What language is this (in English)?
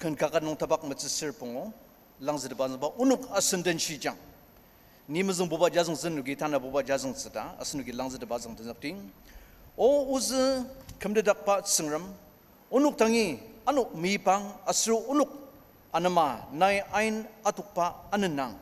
Ao Naga